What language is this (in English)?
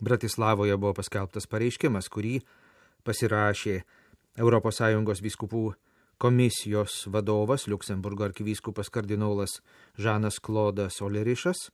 Lithuanian